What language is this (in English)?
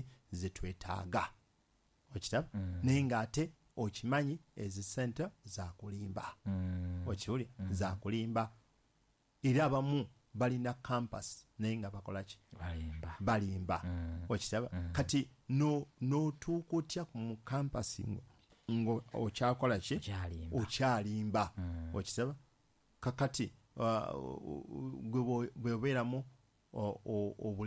Ganda